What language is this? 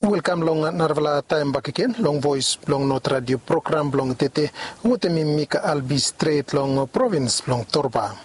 Bislama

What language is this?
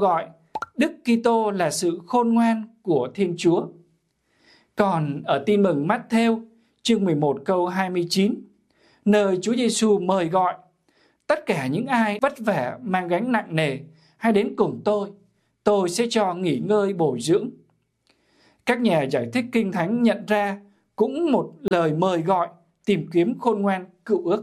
Vietnamese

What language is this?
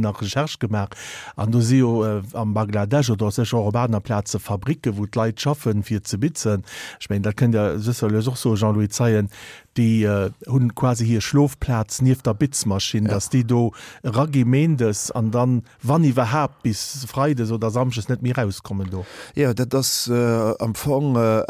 Luxembourgish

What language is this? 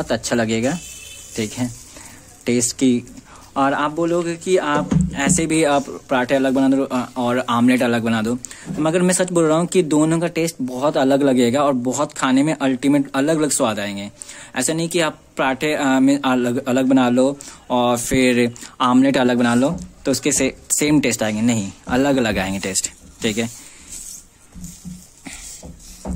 Hindi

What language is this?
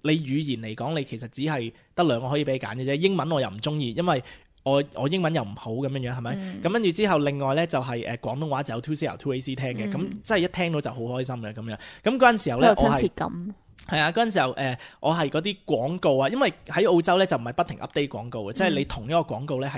Cantonese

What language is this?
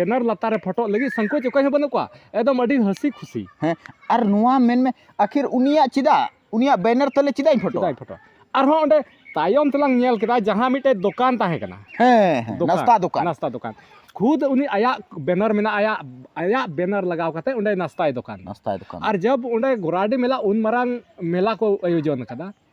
Santali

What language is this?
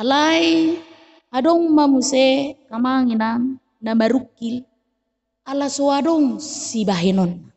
Batak Toba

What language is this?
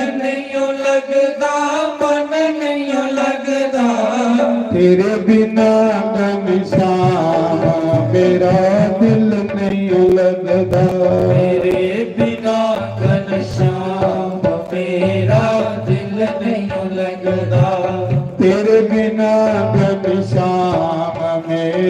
Dogri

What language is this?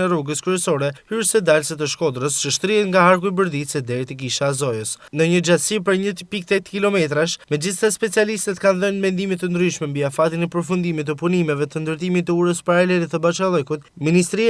Albanian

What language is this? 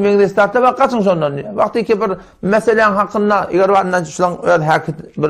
Turkmen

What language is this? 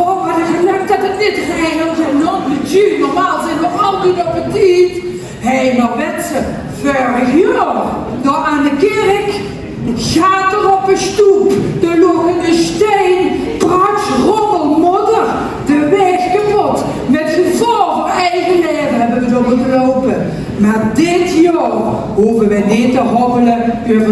Limburgish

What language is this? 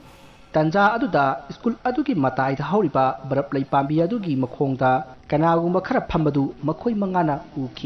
Manipuri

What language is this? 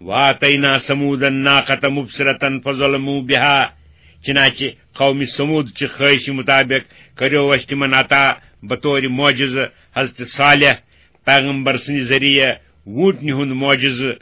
Kashmiri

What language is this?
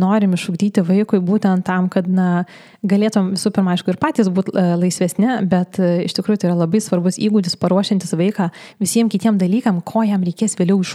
Lithuanian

